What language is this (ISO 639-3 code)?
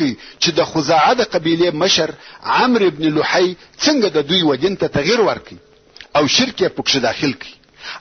pus